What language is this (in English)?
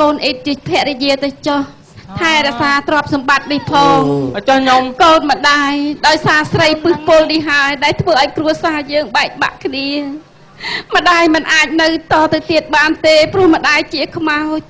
Khmer